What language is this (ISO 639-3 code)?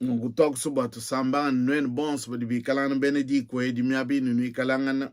lua